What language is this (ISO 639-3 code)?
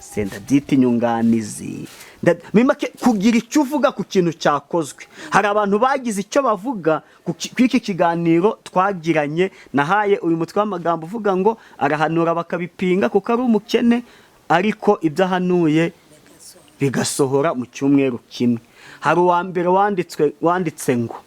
kin